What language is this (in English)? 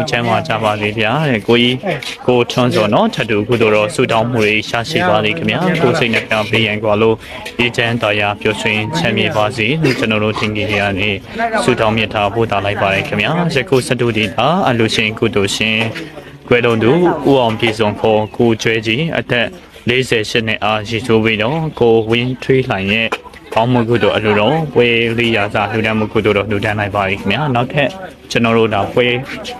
Burmese